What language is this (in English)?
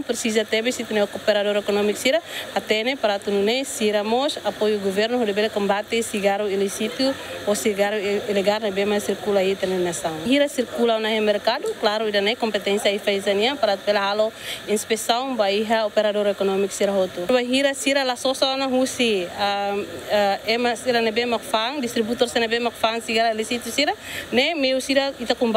Tetum